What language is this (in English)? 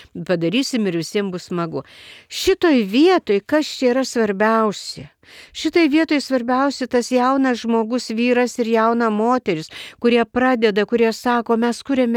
Lithuanian